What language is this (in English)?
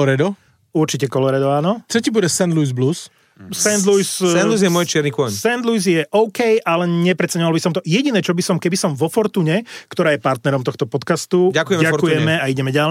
Slovak